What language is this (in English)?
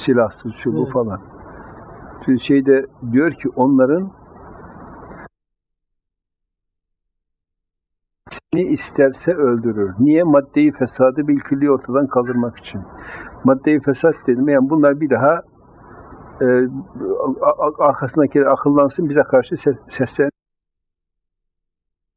Turkish